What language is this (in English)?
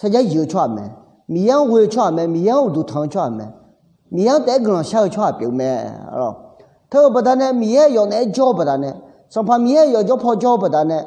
Akha